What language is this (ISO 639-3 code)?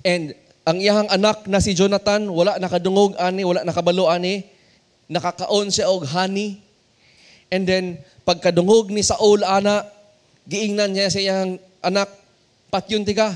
ceb